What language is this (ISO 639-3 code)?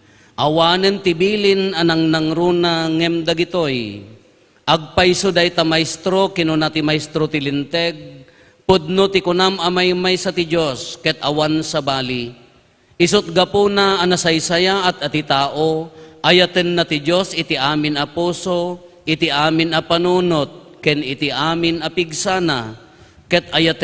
ilo